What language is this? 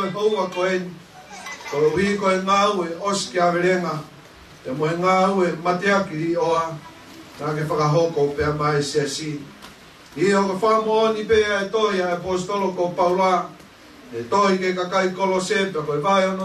Tongan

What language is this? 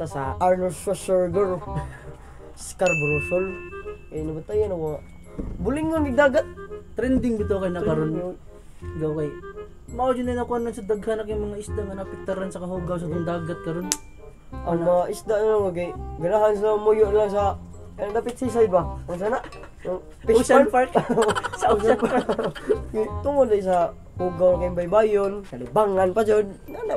Cebuano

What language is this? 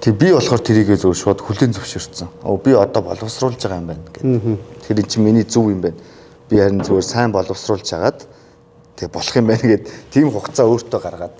Mongolian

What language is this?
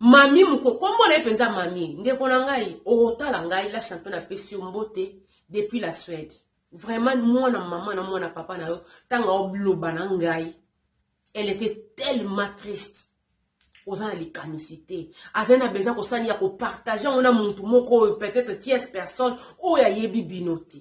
Lingala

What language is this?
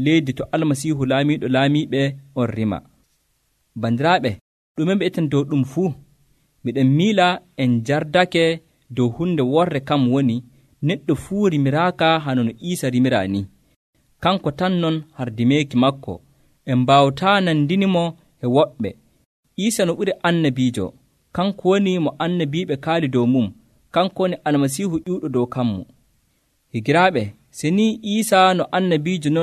Nigerian Fulfulde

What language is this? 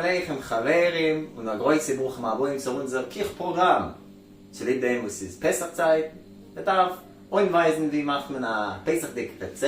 Yiddish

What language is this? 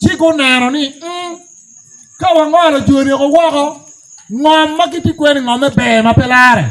Acoli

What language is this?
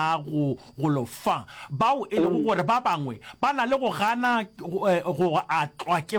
Northern Sotho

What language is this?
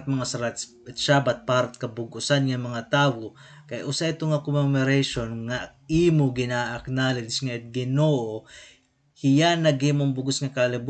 Waray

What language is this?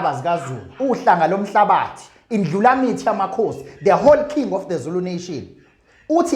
Zulu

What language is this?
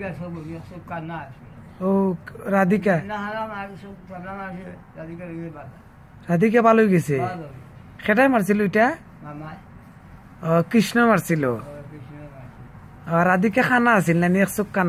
Sylheti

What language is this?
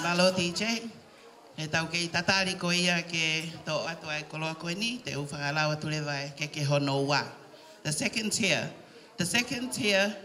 Tongan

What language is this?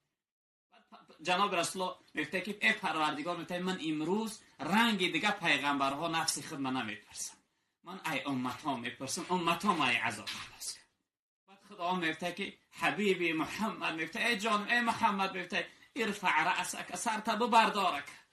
Tajik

